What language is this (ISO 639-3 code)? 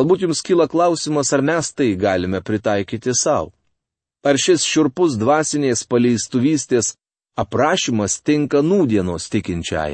lit